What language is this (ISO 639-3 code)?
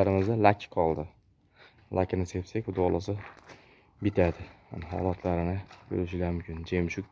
uzb